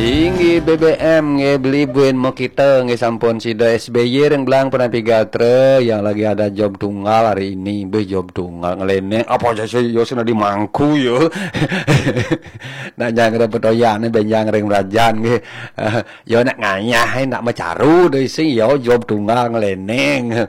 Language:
Balinese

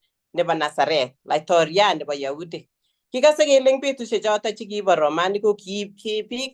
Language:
Kalenjin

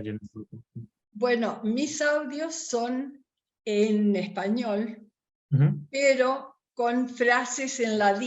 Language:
Ladino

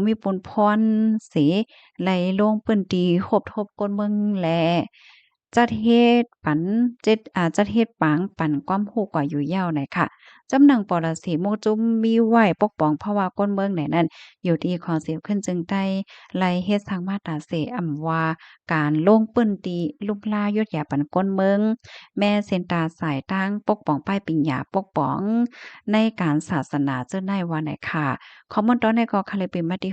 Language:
Shan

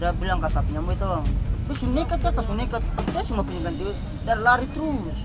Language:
Ambonese Malay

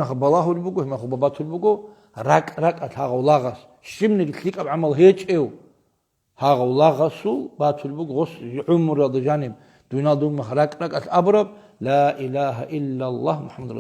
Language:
Avaric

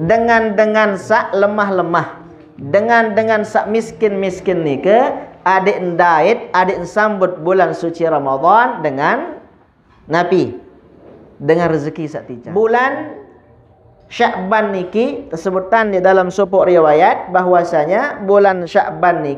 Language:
Sasak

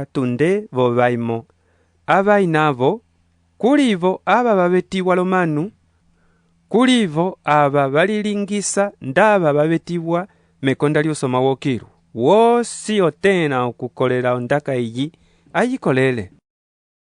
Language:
Umbundu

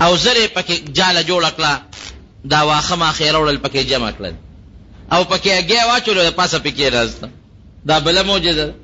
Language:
Pashto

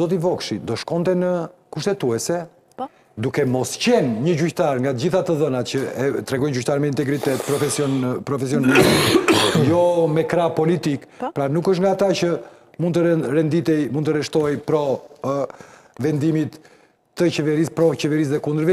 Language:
Albanian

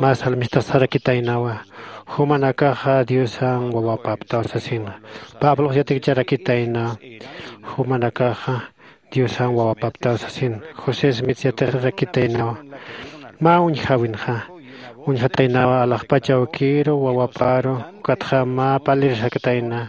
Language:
Aymara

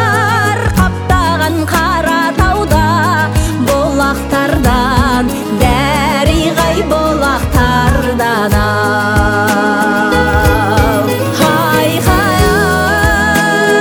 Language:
Kazakh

